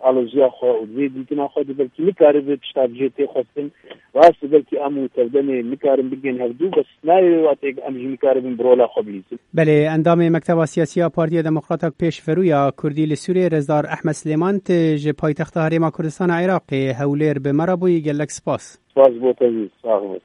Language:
Kurdish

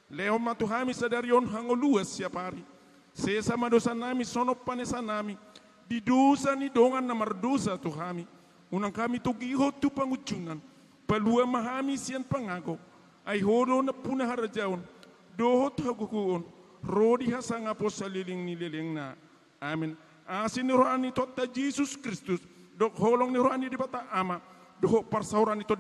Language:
Batak Toba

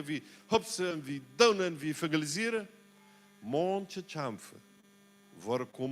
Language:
Plautdietsch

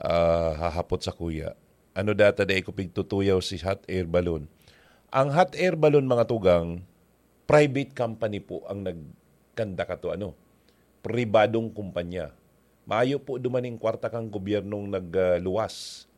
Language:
Bikol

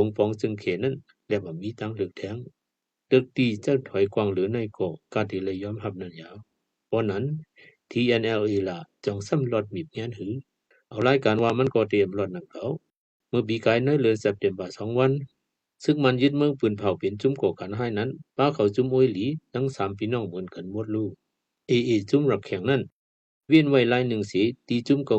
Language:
Shan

